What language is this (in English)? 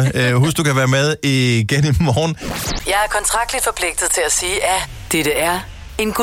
Danish